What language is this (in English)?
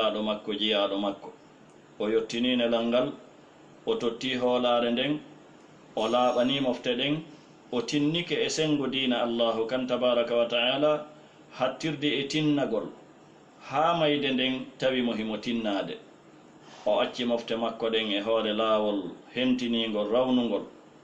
Fula